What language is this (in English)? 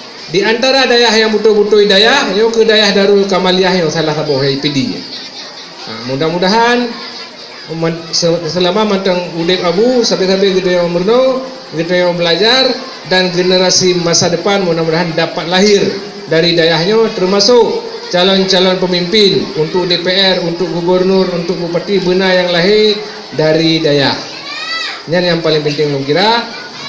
Achinese